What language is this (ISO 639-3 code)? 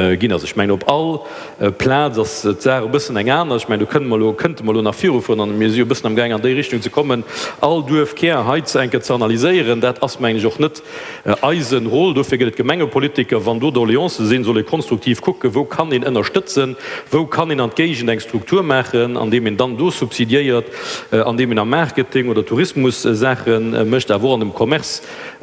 ltz